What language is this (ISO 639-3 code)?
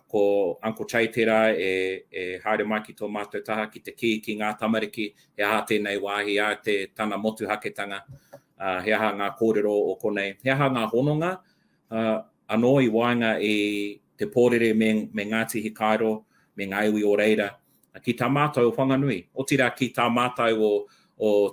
mri